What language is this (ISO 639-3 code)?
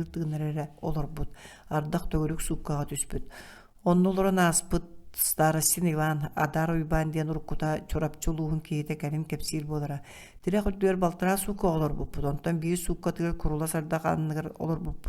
sah